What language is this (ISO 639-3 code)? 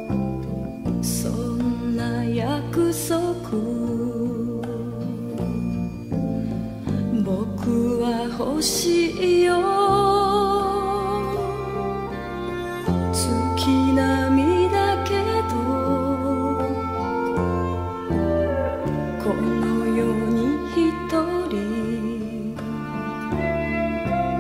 jpn